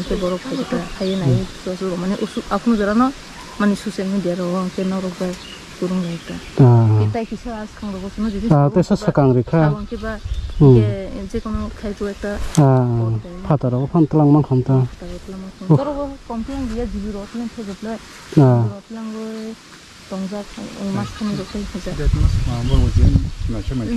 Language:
Kok Borok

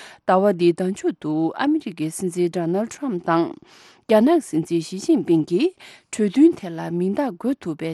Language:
Tibetan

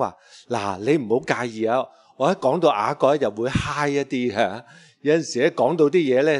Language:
Cantonese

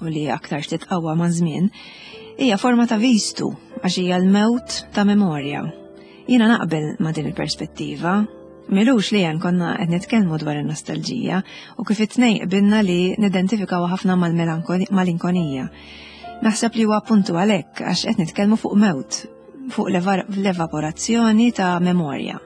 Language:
Maltese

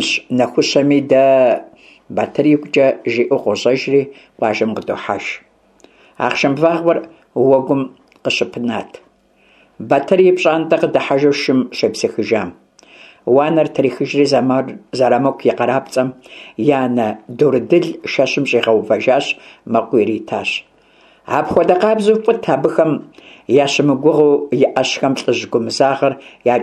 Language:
Kabardian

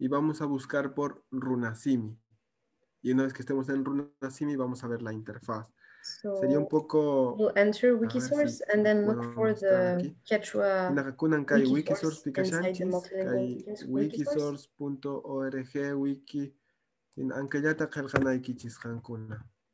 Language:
Quechua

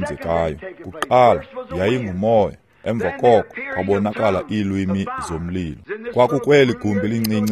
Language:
Xhosa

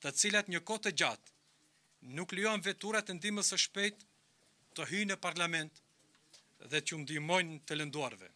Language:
Albanian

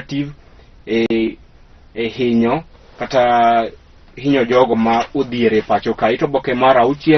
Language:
Luo (Kenya and Tanzania)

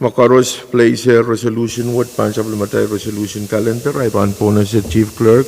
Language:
Pohnpeian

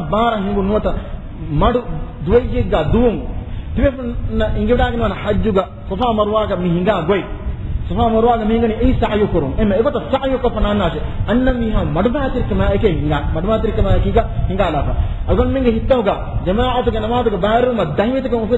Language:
Divehi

